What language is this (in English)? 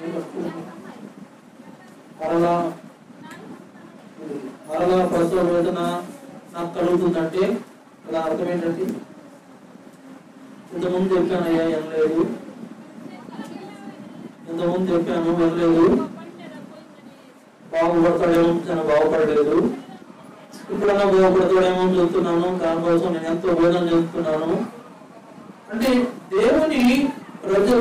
Telugu